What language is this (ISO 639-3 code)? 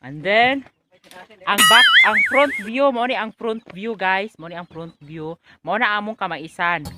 ceb